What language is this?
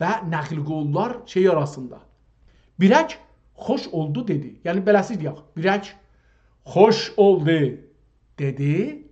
South Azerbaijani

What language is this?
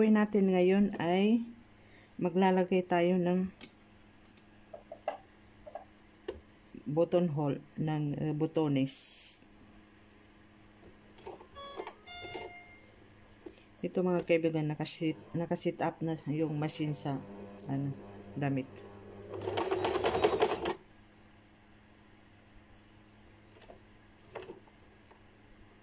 Filipino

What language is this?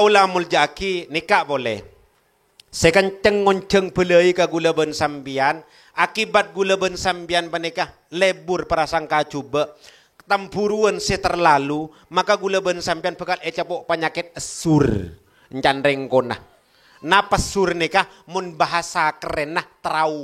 Madurese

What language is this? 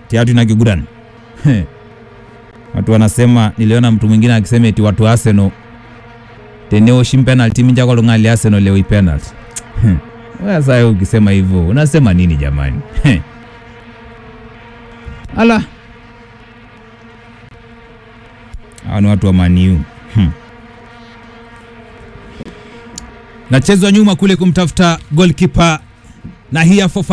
Swahili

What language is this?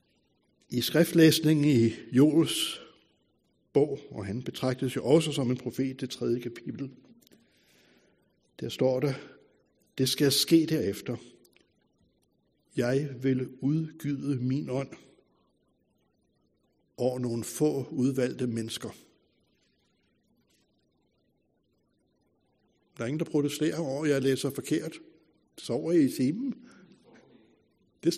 Danish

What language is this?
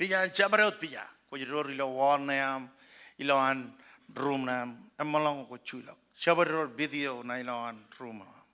Marshallese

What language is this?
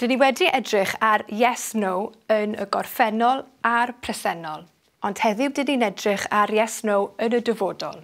Welsh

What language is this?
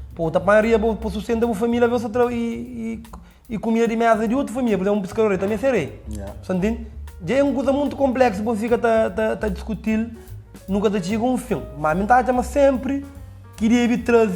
Kabuverdianu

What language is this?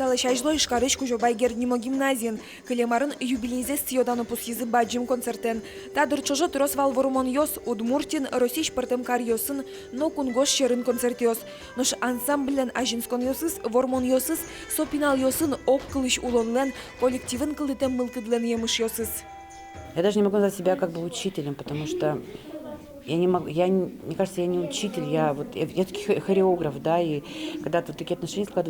Udmurt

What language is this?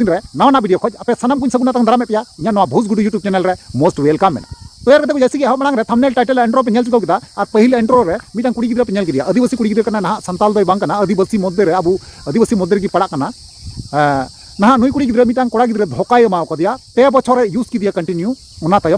Santali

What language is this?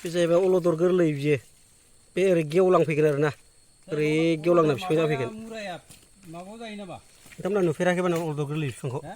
Bodo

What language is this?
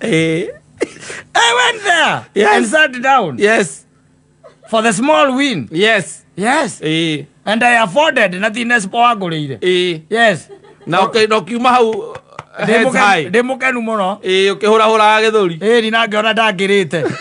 Kikuyu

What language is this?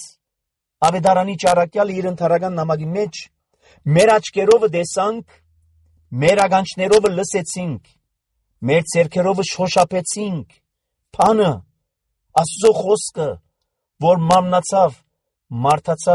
Armenian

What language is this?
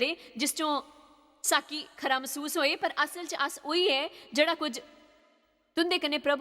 Dogri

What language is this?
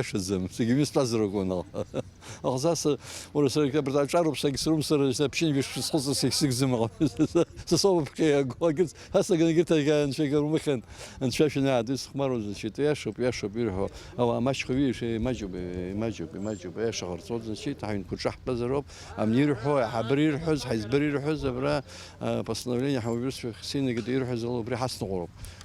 Abkhazian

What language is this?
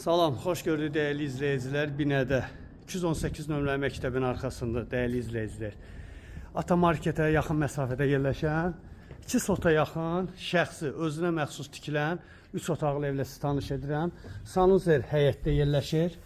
Azerbaijani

